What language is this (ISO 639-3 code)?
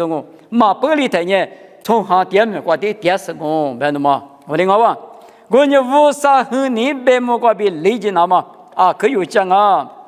lis